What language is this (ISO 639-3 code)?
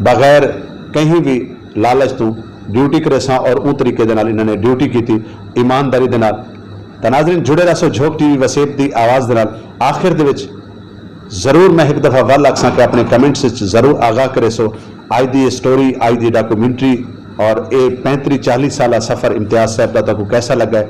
skr